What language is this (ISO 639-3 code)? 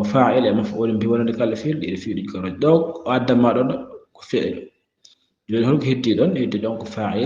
ful